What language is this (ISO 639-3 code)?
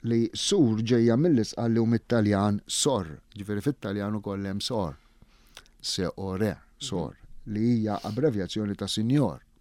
mlt